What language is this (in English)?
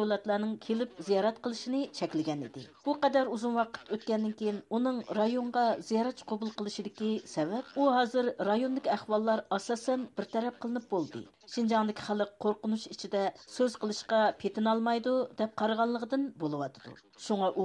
Uyghur